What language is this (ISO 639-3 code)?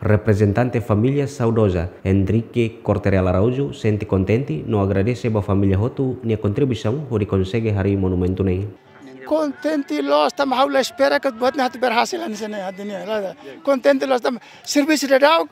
tet